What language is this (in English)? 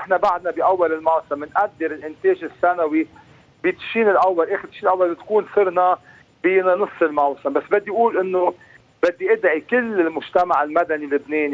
North Levantine Arabic